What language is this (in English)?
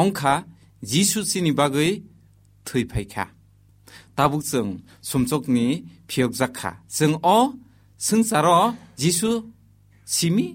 Kok Borok